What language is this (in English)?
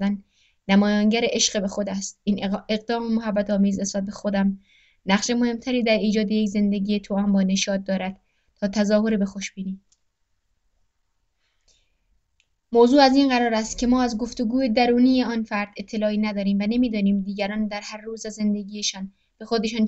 Persian